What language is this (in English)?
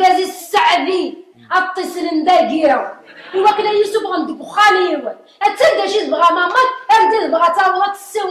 Kabyle